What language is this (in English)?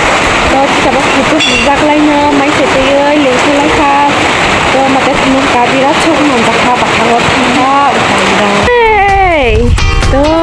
Kok Borok